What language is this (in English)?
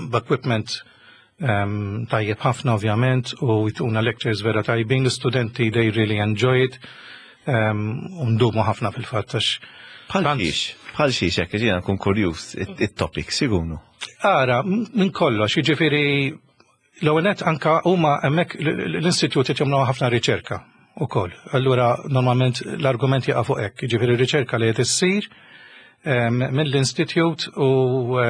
Maltese